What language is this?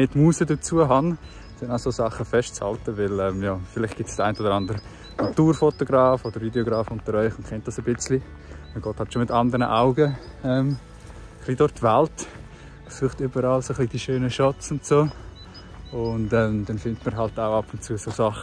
Swiss German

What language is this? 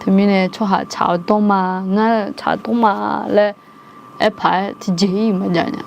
Akha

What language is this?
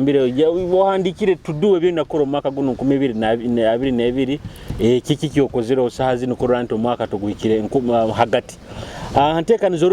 Nyoro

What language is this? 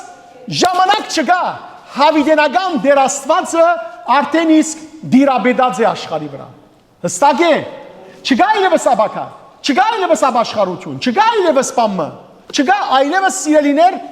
Western Armenian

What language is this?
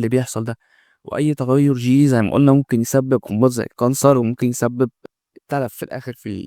Egyptian Arabic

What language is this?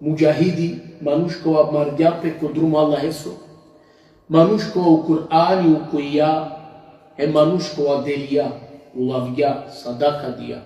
Balkan Romani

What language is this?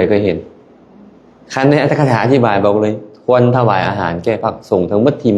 Lao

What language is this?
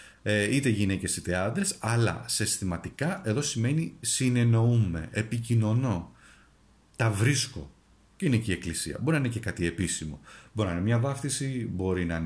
Greek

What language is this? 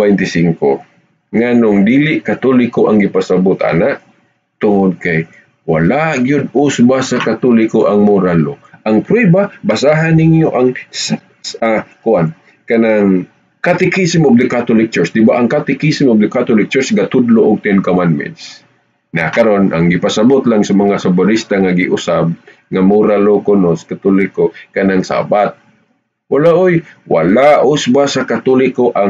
Cebuano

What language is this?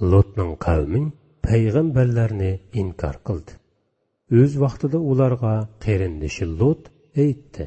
Uyghur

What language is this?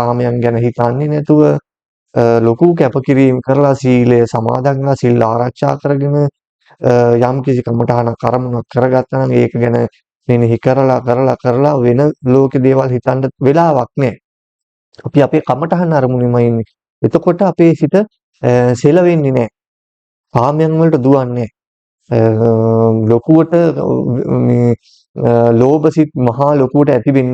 Sinhala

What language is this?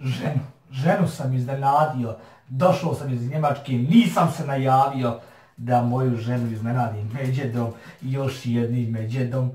Bosnian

